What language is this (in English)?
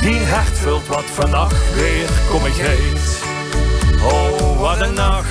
Limburgish